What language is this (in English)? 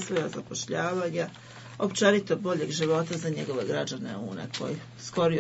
Bosnian